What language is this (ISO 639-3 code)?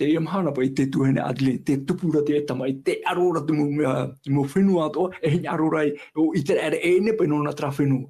tah